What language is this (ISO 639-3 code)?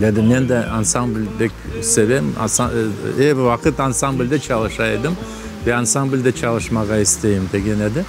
crh